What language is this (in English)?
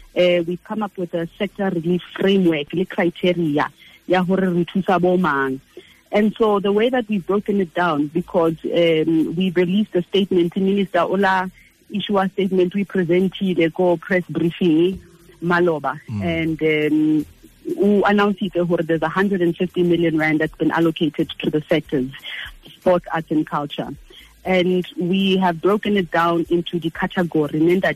Tswana